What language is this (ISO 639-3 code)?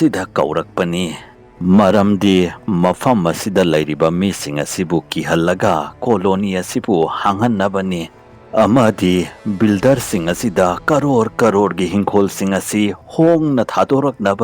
mni